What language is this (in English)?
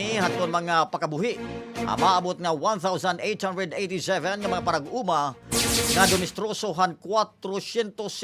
Waray